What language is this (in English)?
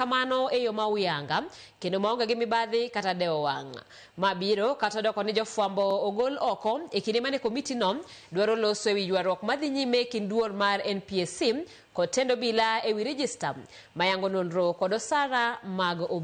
Luo (Kenya and Tanzania)